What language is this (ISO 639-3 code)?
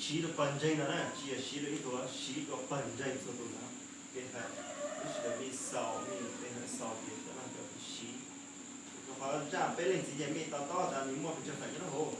hmn